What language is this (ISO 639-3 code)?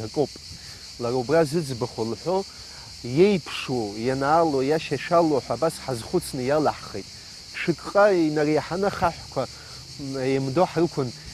abk